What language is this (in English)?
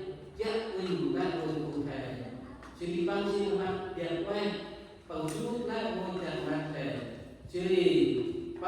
Central Mnong